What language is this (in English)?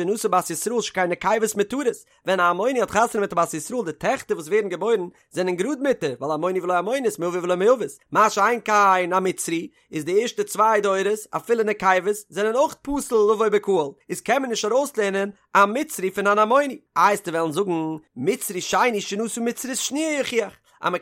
Yiddish